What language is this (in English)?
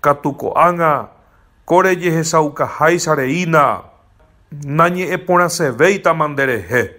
Guarani